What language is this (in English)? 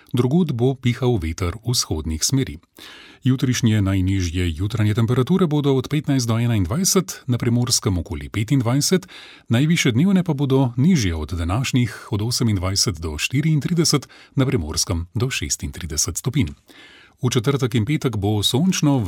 Slovenian